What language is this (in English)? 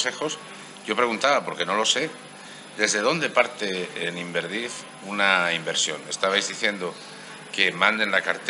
Spanish